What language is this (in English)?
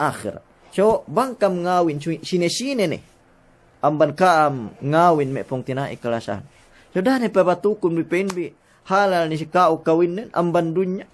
Yakan